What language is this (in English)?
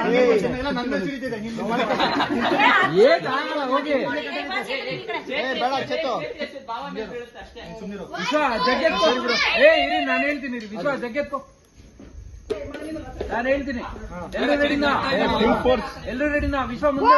Kannada